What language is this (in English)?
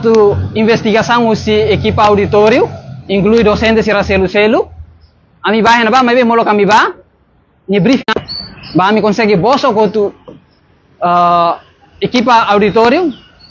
Tetum